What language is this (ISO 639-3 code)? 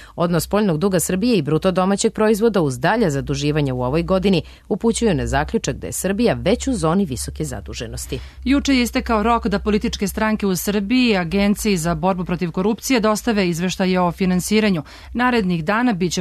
srp